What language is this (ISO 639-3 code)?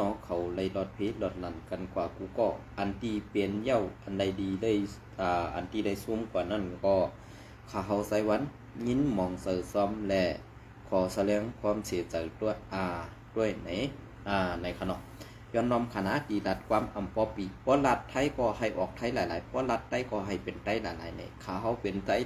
shn